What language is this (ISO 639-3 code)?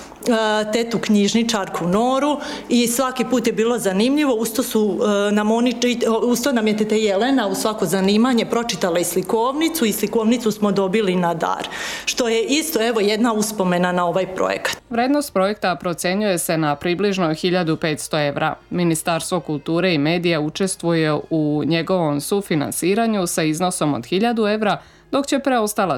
srp